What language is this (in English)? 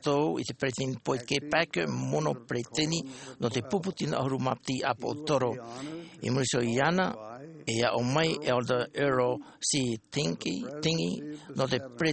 Tahitian